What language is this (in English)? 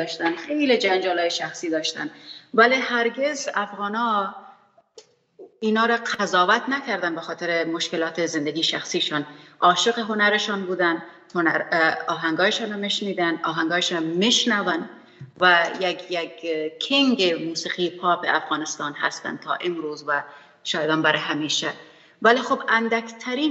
Persian